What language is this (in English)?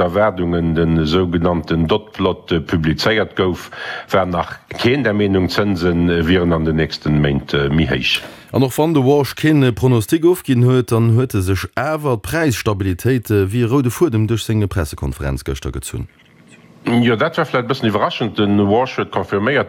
Luxembourgish